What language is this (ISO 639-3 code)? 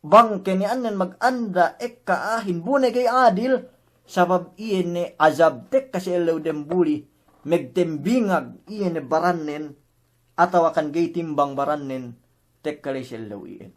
yka